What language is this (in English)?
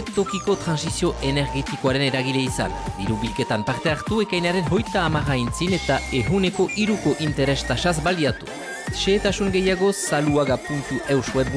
Basque